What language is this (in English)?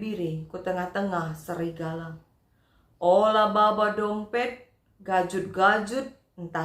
Batak Karo